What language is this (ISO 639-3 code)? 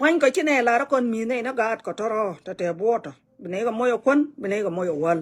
nus